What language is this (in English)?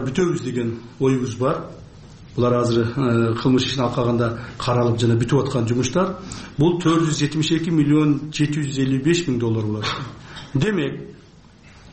Kyrgyz